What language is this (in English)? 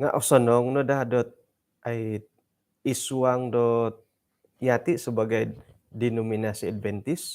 Central Dusun